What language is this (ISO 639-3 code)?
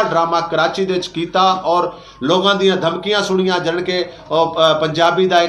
skr